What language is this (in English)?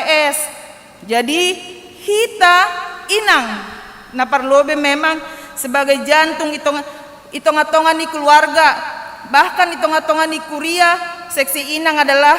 Batak Simalungun